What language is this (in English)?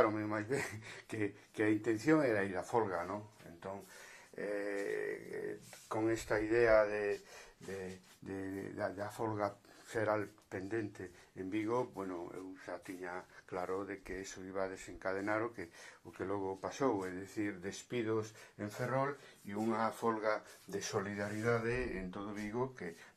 Galician